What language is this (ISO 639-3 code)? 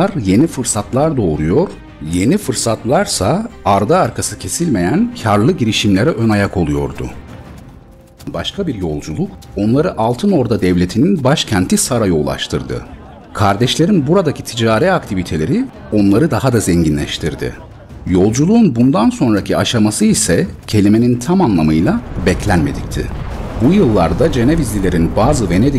tur